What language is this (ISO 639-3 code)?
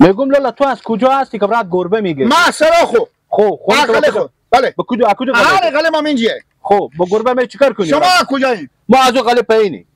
haz